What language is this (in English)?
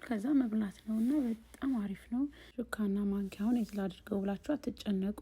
Amharic